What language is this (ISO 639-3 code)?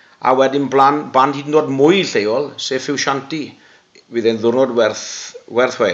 cym